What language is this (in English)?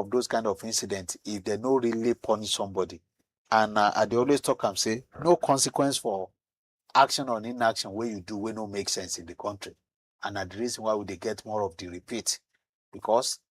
Nigerian Pidgin